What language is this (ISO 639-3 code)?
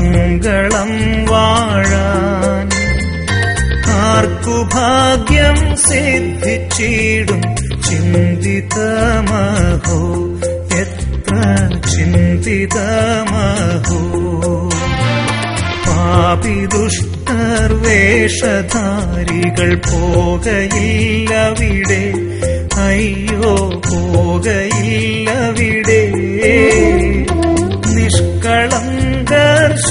mal